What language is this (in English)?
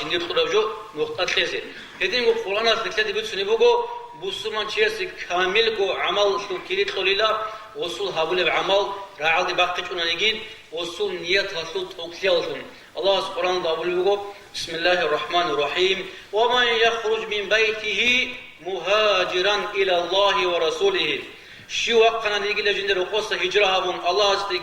Avaric